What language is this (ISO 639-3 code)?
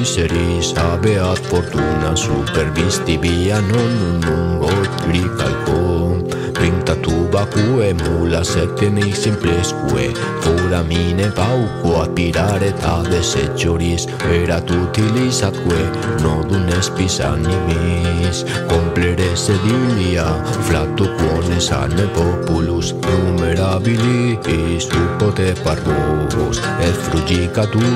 lat